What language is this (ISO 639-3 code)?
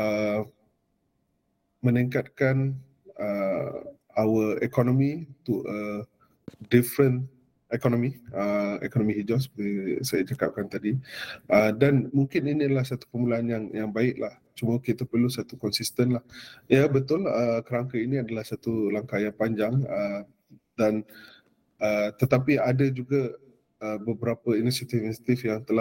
msa